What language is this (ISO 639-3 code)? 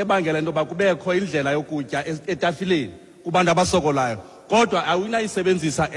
xho